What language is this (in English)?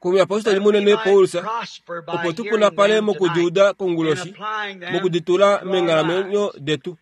Kuanyama